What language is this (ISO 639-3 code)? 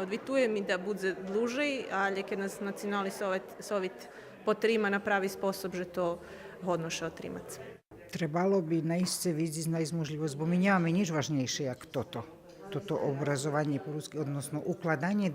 rue